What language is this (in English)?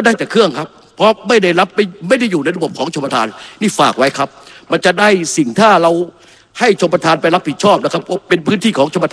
Thai